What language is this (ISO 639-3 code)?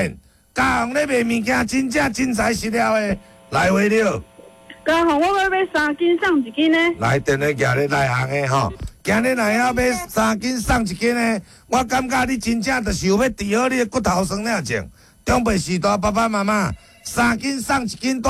nan